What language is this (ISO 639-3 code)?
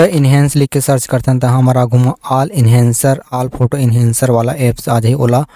hne